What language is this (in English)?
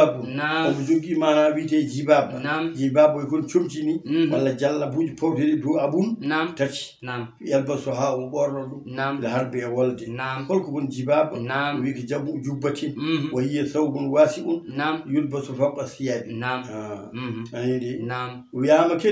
Fula